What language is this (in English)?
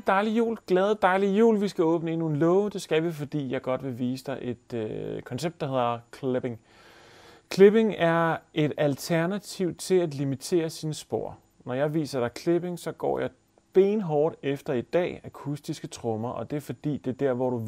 Danish